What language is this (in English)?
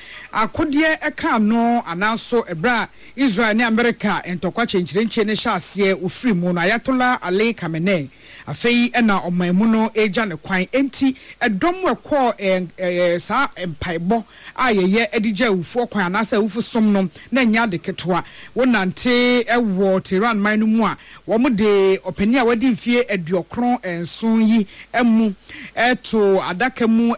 Akan